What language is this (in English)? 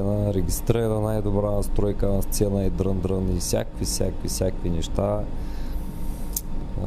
Bulgarian